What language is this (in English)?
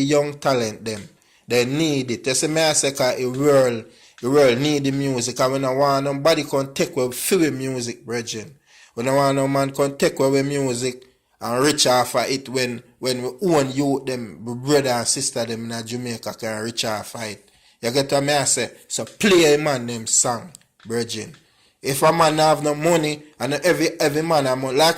Jamaican Creole English